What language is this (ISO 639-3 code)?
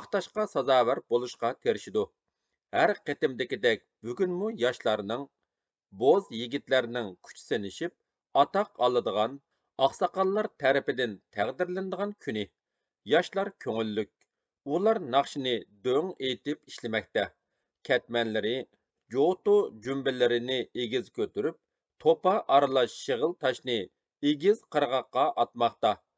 uig